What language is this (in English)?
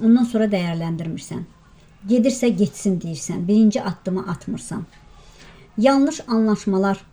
Azerbaijani